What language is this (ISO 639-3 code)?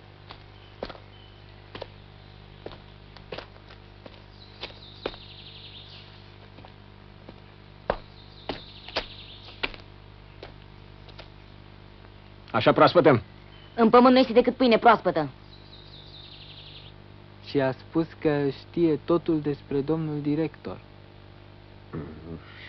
ron